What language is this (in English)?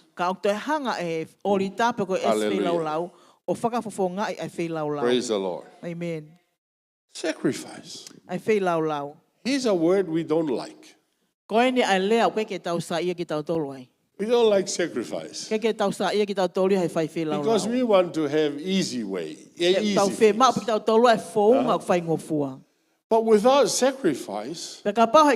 Tongan